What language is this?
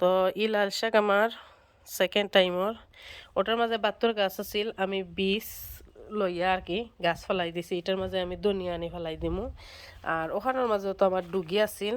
Sylheti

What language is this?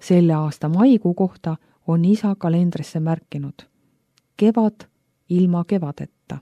Estonian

